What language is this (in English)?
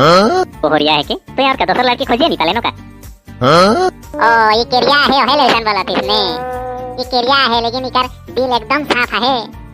Sadri